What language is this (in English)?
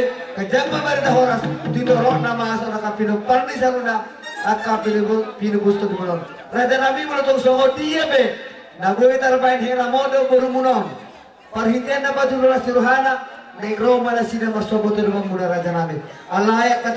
Batak Toba